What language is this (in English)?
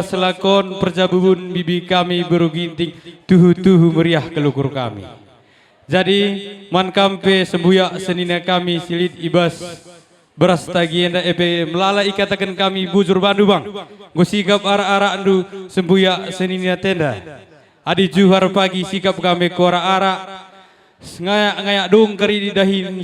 Batak Karo